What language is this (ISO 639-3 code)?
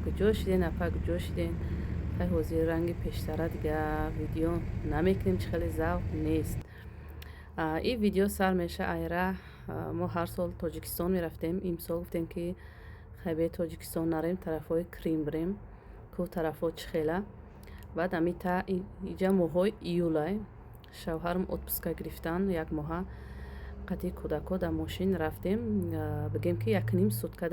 tgk